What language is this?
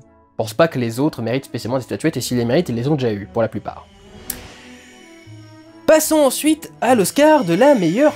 French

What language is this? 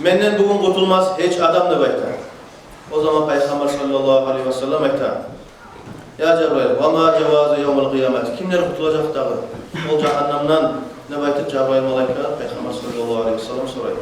Kumyk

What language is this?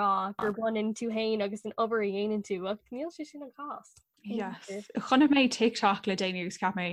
Irish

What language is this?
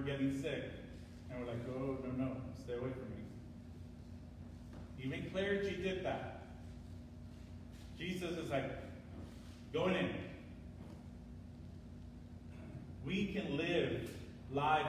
English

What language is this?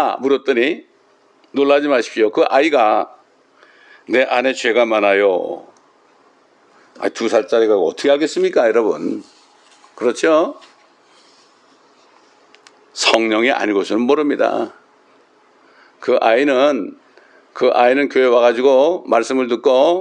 Korean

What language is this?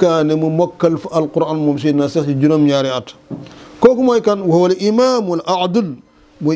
Wolof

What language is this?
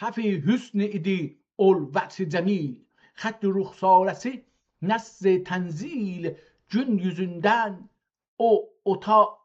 South Azerbaijani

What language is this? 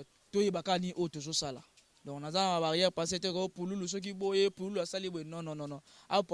Lingala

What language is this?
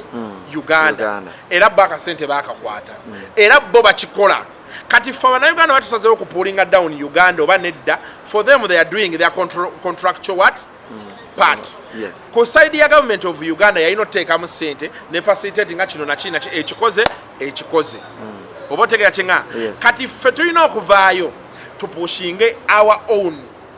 Ganda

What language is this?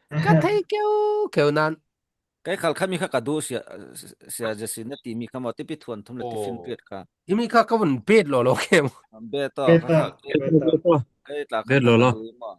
Falam Chin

